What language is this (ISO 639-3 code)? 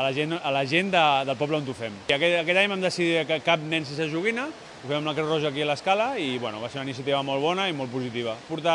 cat